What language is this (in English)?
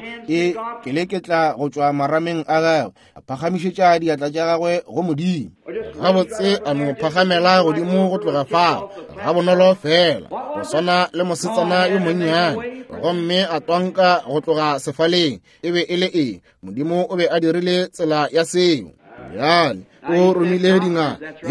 Northern Sotho